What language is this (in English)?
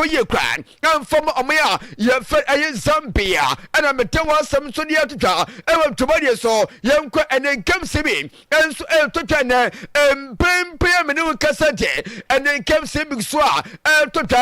Akan